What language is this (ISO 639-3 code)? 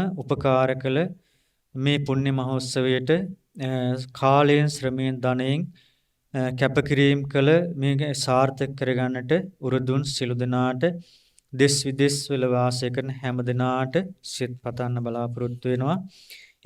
sin